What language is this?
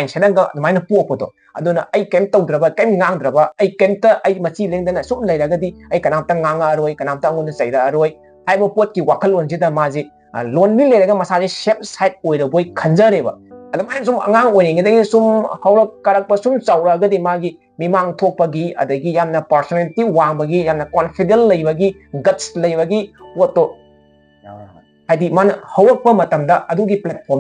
Manipuri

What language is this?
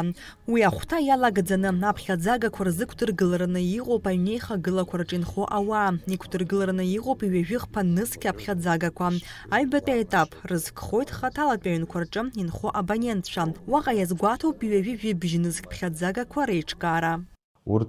Abkhazian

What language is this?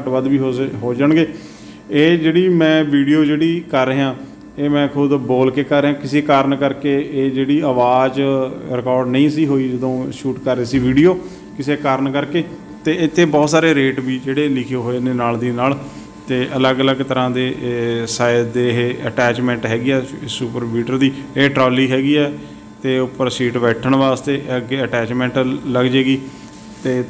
Punjabi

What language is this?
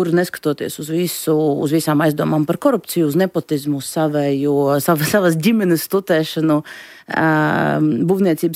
Latvian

